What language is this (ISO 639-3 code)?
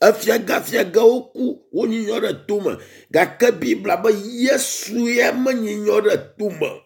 ewe